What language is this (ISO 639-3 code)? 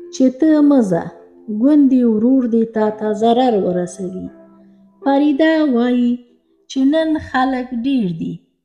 pus